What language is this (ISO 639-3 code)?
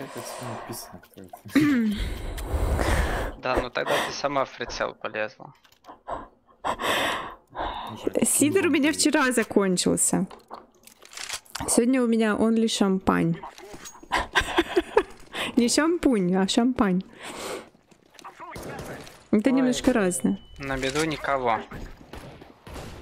rus